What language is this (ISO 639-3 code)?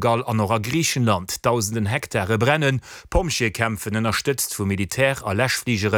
ltz